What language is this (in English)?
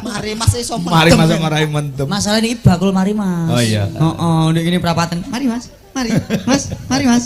Javanese